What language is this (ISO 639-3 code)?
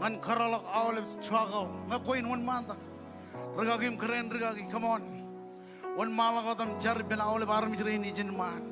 mah